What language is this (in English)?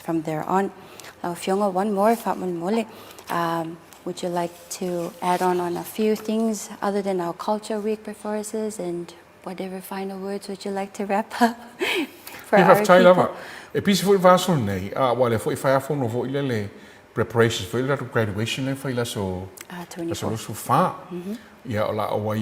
Samoan